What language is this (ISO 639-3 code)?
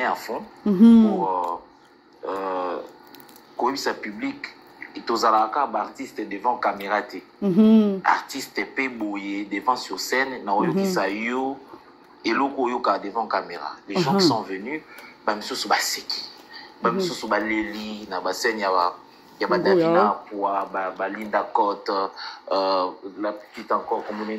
lin